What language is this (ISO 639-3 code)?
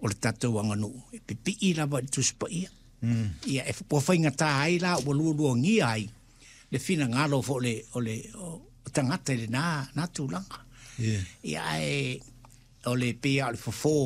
smo